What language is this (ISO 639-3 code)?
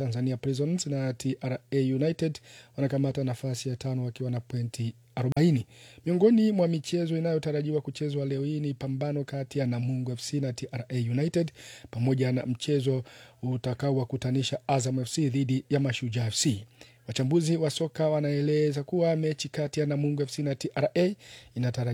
swa